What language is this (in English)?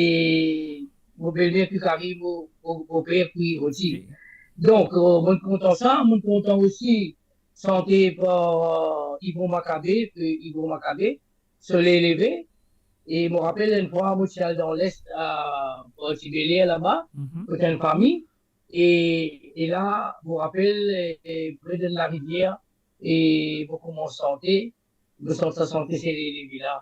Morisyen